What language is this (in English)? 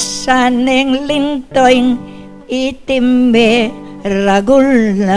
Pampanga